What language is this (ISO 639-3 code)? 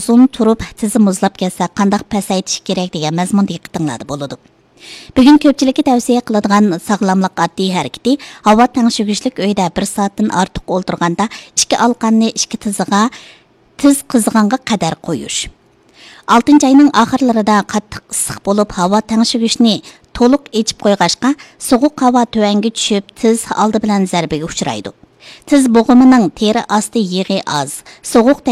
uig